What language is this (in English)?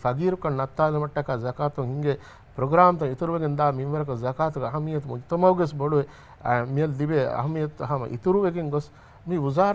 Divehi